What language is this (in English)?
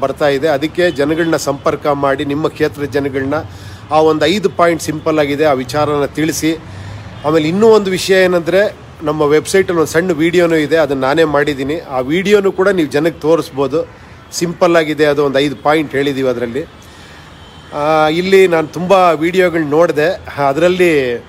Kannada